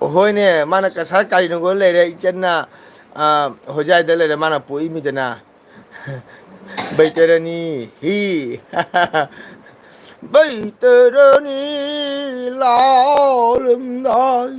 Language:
Manipuri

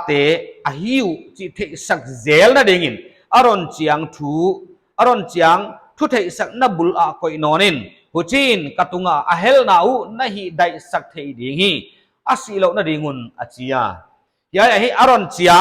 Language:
Paite Chin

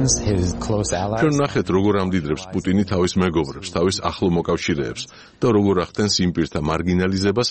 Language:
Georgian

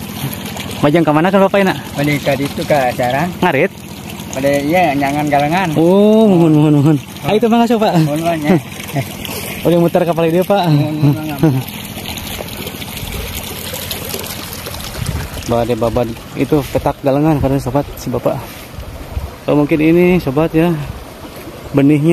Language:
Indonesian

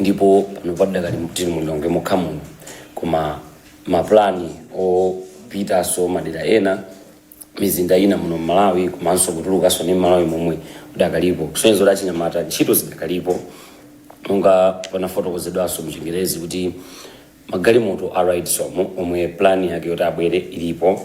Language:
Nyanja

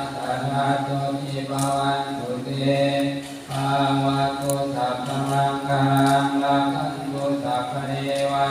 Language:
Pali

